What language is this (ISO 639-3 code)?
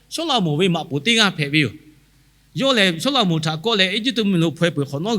lhu